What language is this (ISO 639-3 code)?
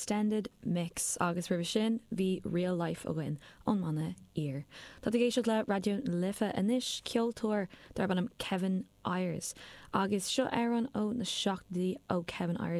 gle